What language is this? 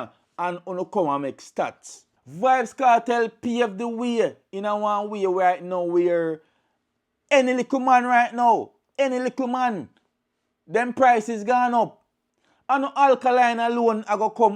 Jamaican Creole English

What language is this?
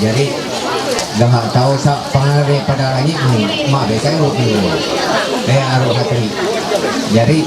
Ma'anyan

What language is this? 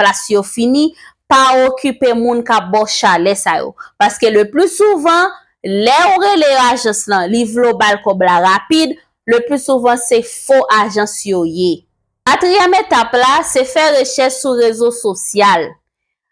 Haitian Creole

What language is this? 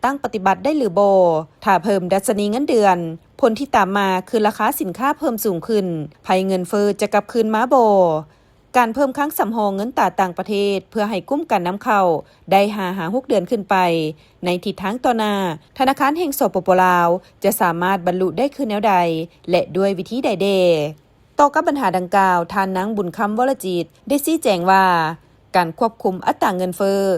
Lao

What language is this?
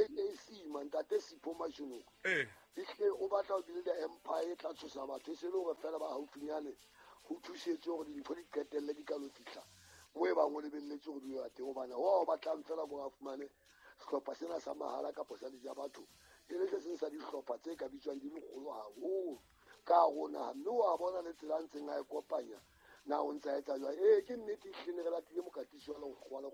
Southern Sotho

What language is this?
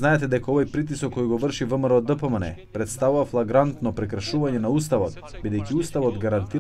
Macedonian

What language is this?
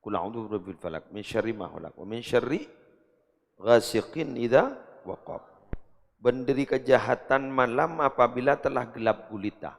Madurese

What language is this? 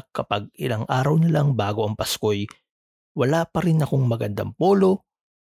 Filipino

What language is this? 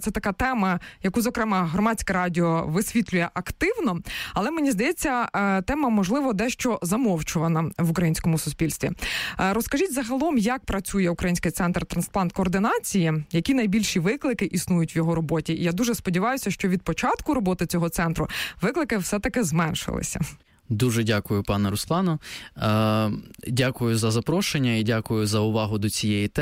Ukrainian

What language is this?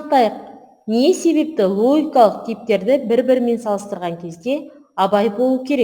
Kazakh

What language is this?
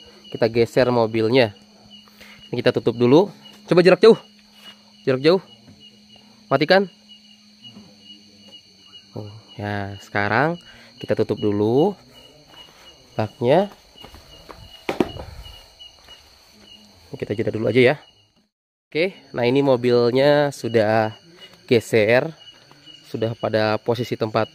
Indonesian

